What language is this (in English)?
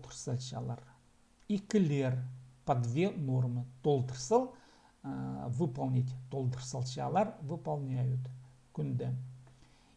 Khakas